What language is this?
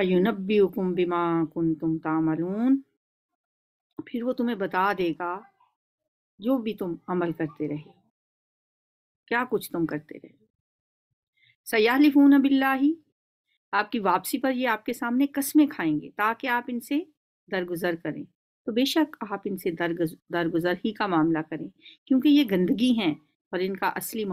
Urdu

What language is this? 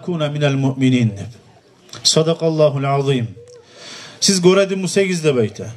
Kumyk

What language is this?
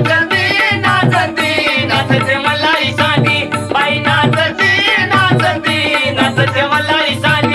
Marathi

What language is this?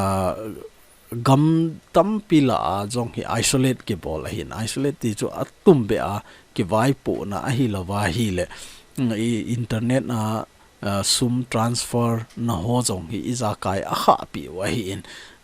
Thado Chin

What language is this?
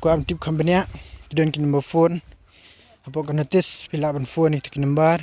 Khasi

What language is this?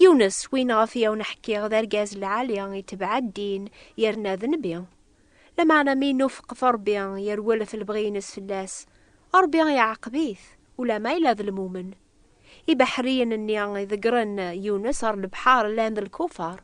Kabyle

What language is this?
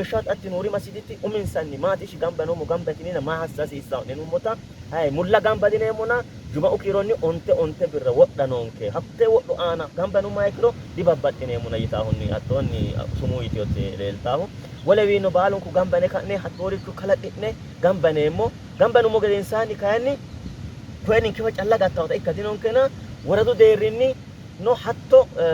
Sidamo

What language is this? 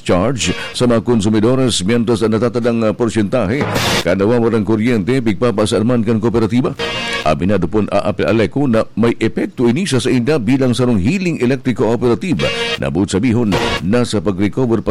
Bikol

